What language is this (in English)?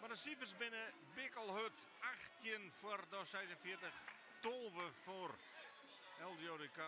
Western Frisian